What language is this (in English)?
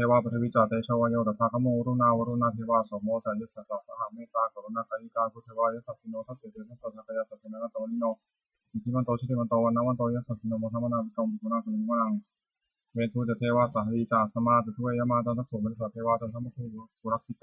Pali